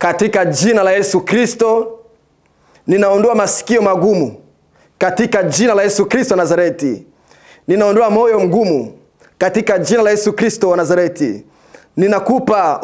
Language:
Swahili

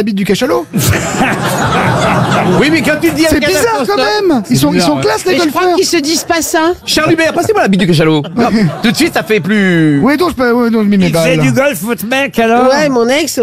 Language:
French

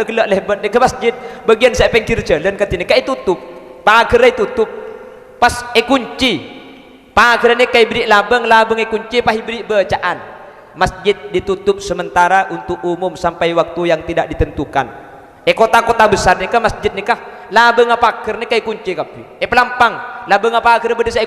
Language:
Madurese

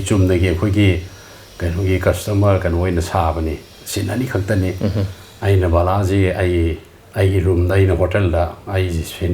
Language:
Manipuri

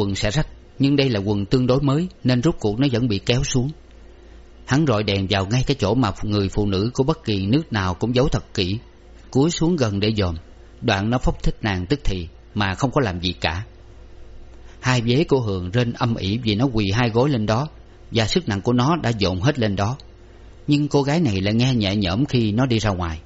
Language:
Vietnamese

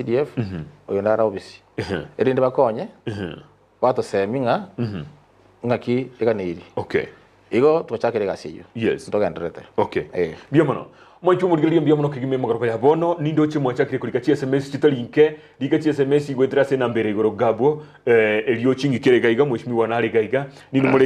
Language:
Gusii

